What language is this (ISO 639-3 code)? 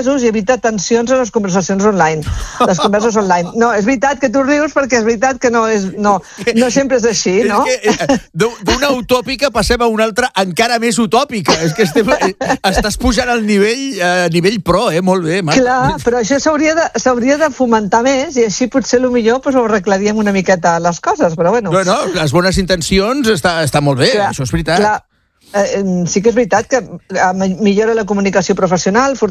cat